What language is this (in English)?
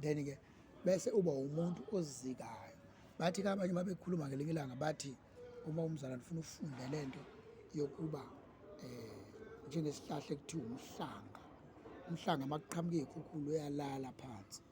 Zulu